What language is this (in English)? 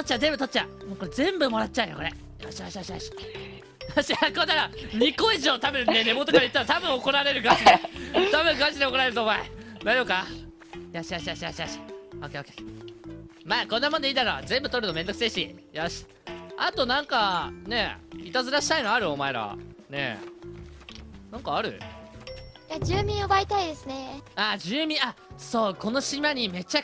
Japanese